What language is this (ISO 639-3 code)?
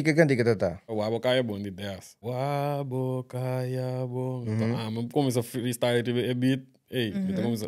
pap